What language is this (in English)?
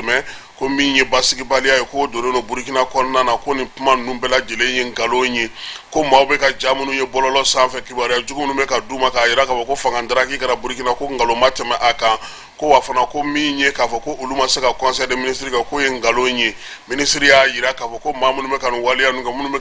Bambara